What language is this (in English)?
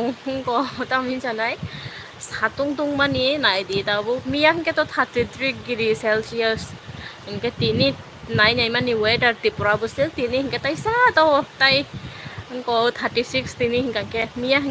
Kok Borok